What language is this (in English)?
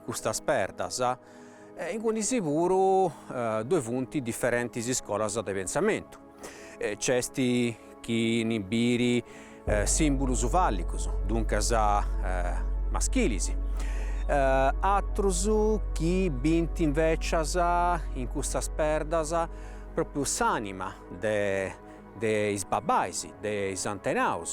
Sardinian